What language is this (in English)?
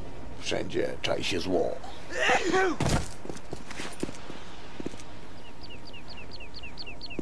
Polish